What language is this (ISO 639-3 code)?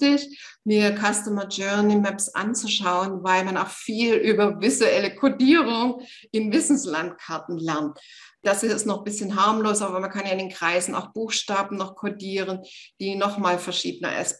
deu